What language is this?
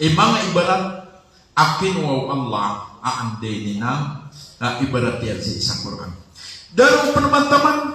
Maranao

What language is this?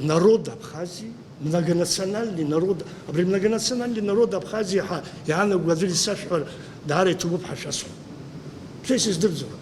Abkhazian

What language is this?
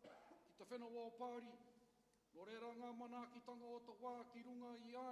Māori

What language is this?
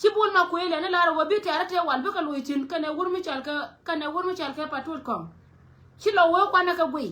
Nuer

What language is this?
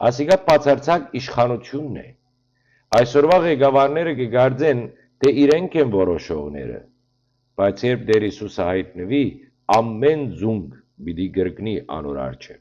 Western Armenian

